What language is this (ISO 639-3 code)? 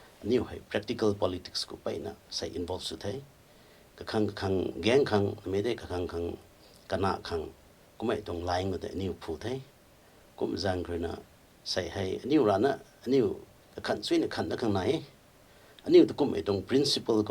nbu